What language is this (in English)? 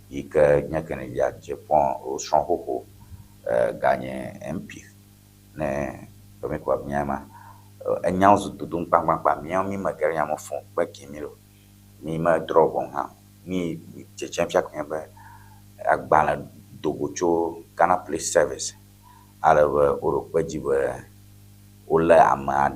Ewe